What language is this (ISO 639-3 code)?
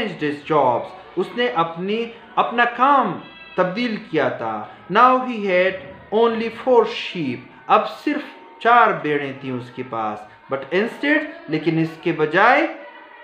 urd